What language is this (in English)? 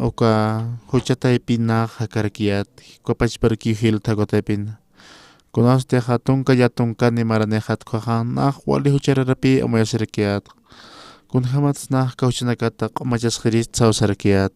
Aymara